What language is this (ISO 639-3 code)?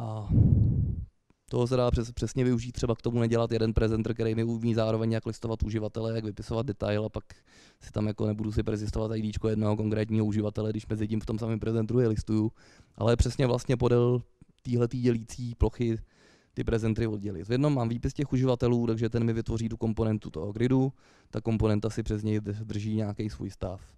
ces